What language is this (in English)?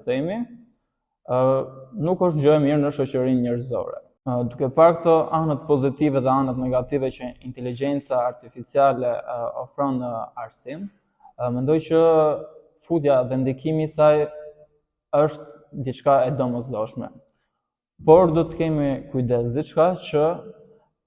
Albanian